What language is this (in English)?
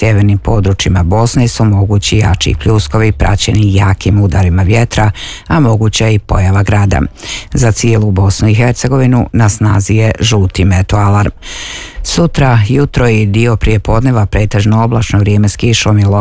Bosnian